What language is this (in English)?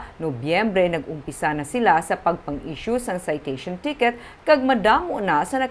Hiligaynon